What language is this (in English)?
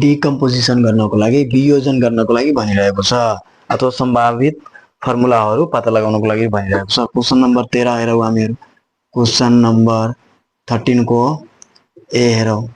Nepali